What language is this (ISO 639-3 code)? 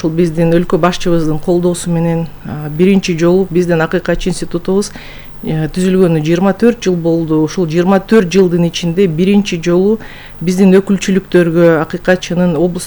kir